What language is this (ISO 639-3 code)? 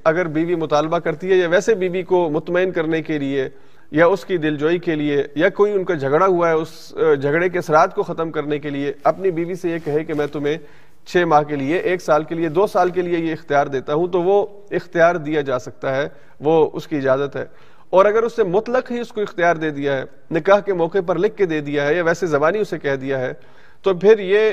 urd